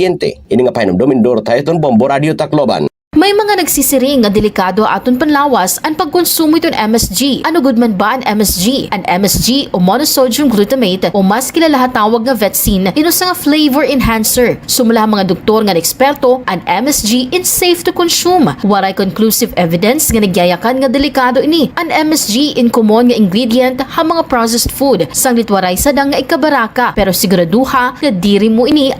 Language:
Waray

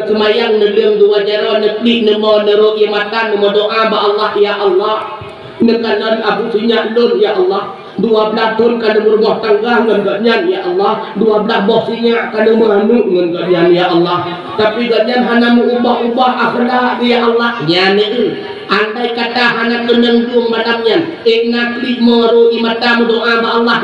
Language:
Achinese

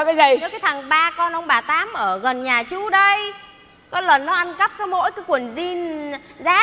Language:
Vietnamese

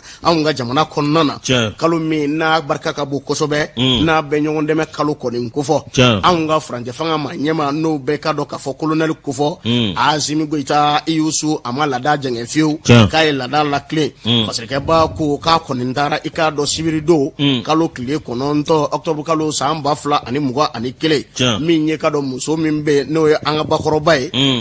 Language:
Bambara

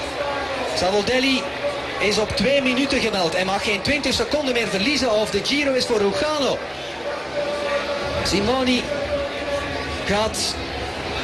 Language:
Dutch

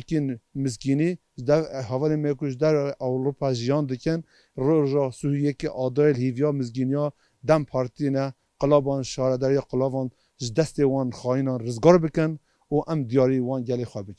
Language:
Kurdish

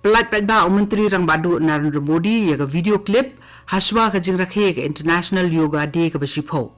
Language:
Khasi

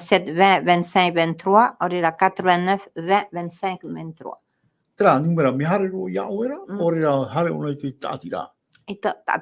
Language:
Tahitian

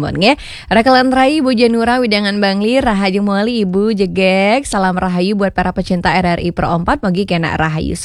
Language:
Balinese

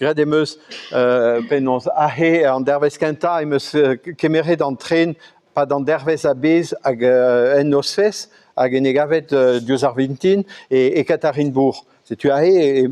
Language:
Breton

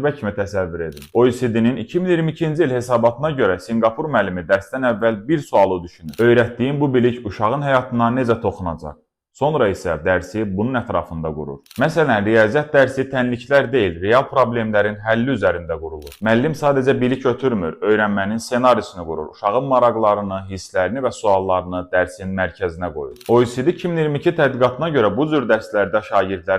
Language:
Azerbaijani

